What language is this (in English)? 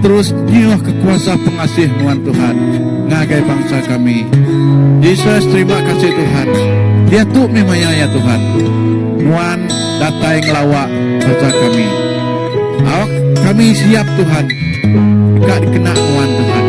Iban